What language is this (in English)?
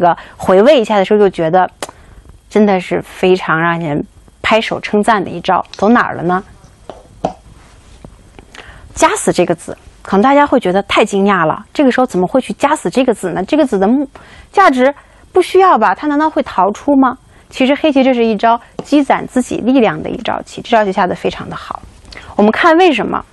Chinese